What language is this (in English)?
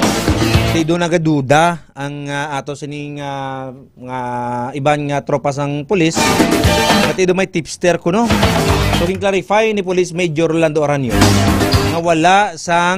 Hiligaynon